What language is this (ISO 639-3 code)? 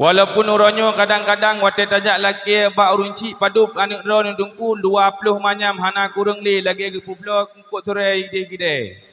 ace